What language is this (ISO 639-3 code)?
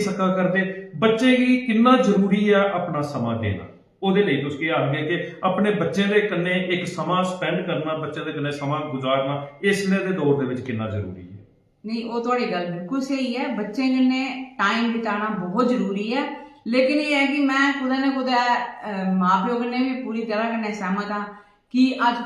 doi